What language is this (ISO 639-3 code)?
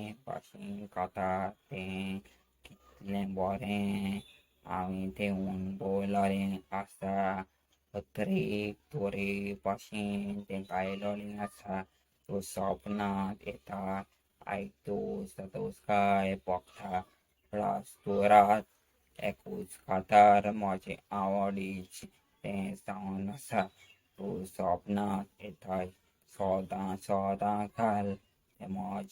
kok